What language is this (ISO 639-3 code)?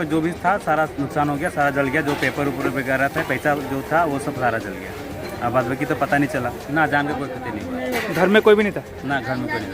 sck